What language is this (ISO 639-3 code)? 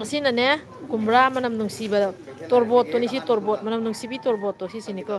mni